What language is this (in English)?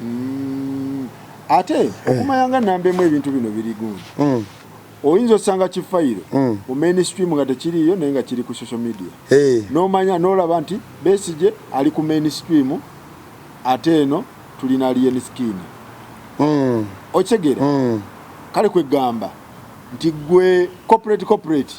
Ganda